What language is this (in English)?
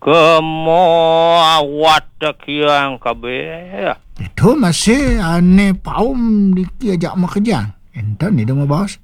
Balinese